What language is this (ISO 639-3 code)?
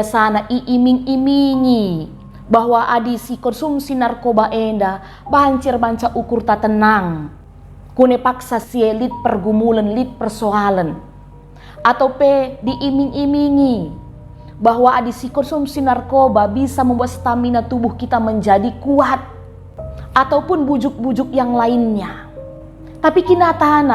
btx